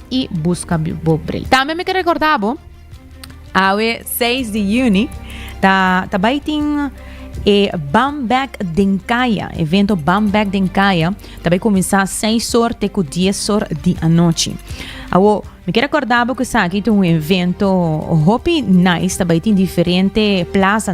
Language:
Papiamento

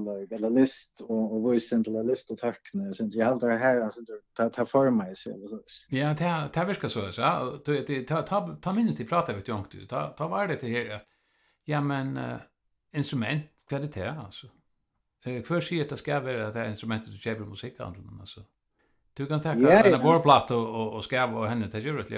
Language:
Faroese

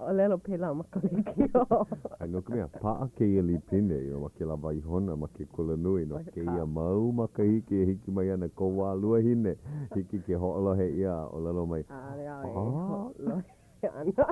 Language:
Hawaiian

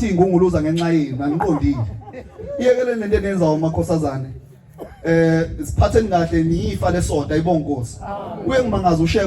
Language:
Zulu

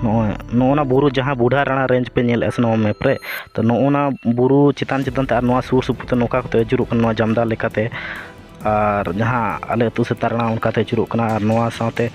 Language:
Santali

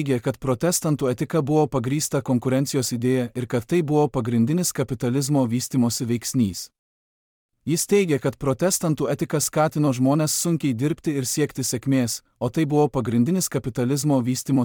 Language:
Lithuanian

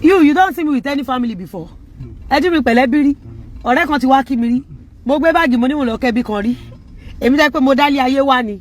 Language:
Yoruba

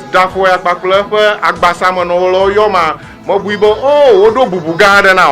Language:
Ewe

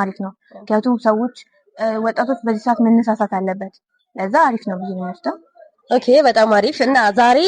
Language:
Amharic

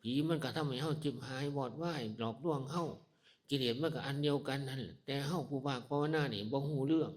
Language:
Northeastern Thai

